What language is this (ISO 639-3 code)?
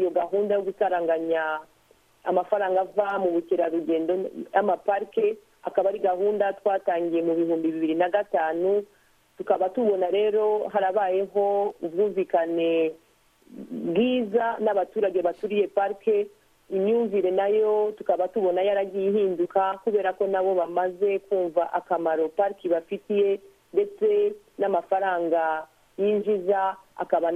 kin